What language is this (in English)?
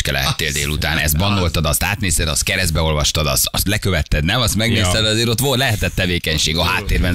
Hungarian